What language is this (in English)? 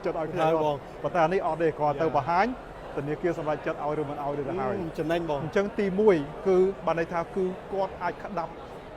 Khmer